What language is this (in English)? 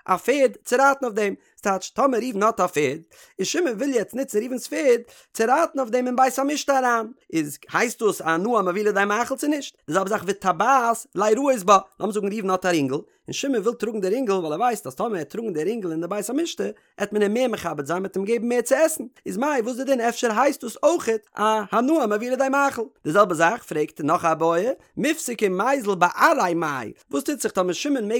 Yiddish